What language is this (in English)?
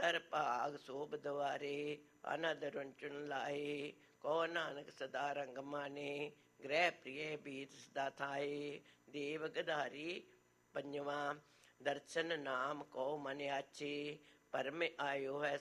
Punjabi